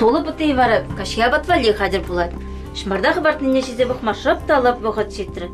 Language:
Chuvash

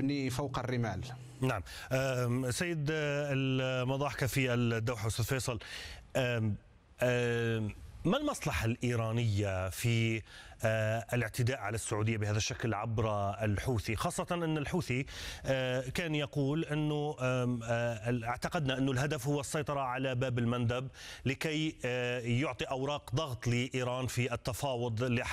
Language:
Arabic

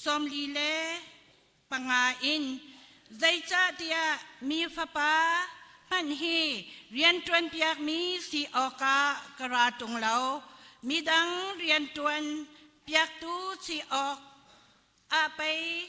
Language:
Hakha Chin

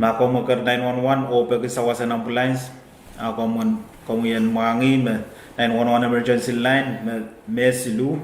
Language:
Pohnpeian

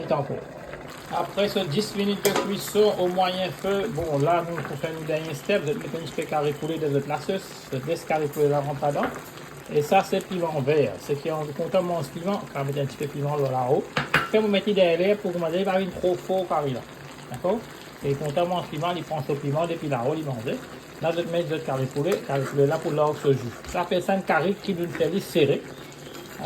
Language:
Morisyen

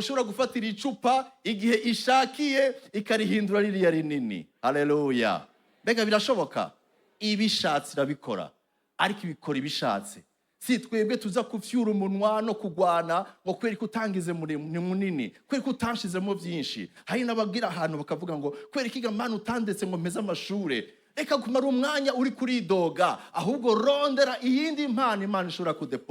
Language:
Rundi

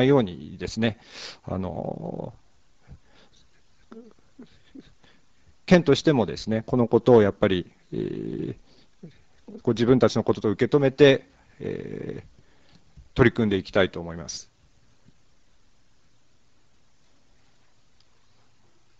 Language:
Japanese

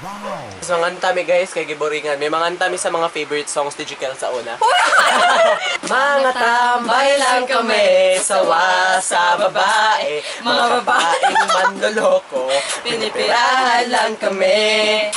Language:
Cebuano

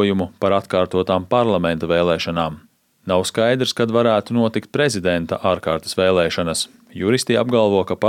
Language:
Latvian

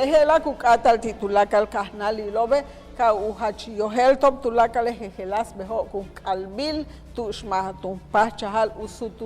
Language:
Yucateco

